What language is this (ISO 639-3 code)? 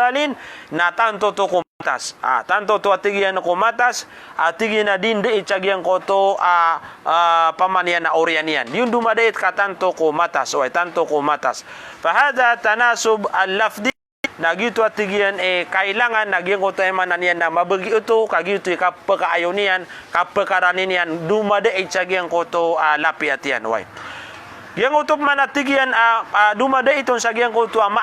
mrw